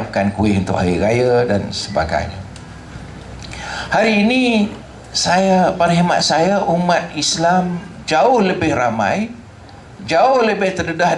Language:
Malay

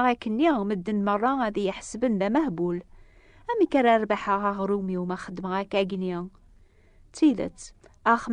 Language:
Kabyle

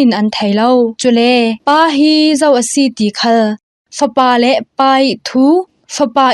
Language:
Falam Chin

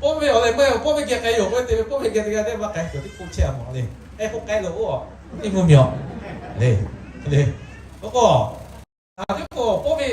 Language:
Lahu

